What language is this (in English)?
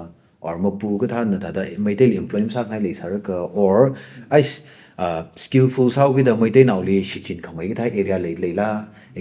Tangkhul Naga (India)